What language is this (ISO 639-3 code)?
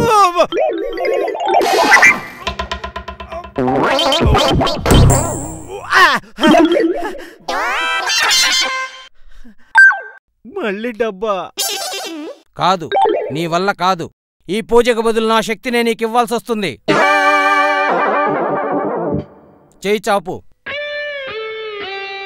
tel